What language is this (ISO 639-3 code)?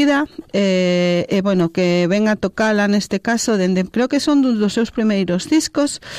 glg